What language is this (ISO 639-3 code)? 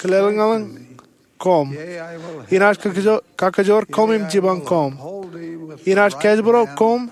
mah